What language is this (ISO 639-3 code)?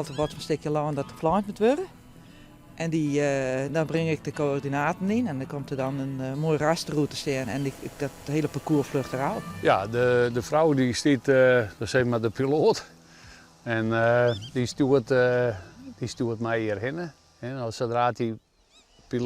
fry